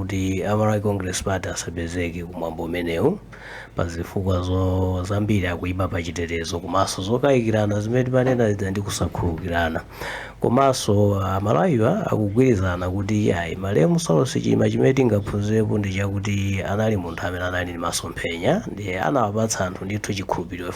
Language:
Nyanja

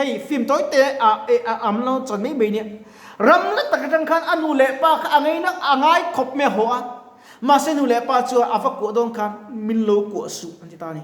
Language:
Mizo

